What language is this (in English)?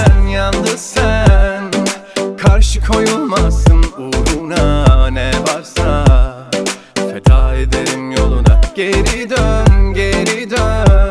Turkish